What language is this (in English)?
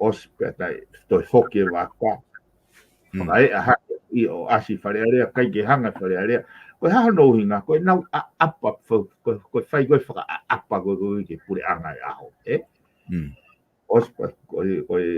Tongan